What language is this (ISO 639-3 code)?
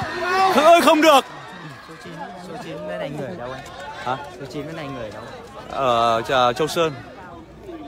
vie